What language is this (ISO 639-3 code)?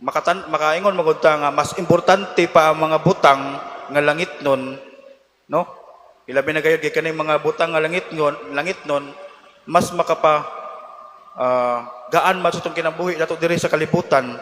ceb